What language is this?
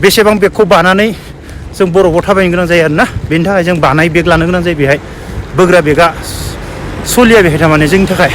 Bodo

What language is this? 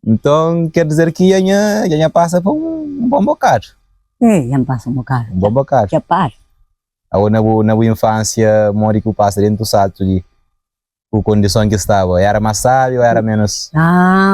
Kabuverdianu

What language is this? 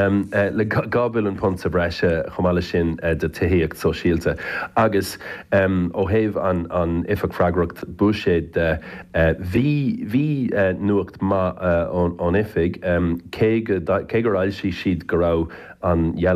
Irish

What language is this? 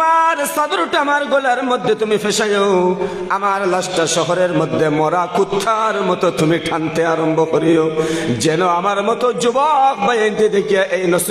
Sylheti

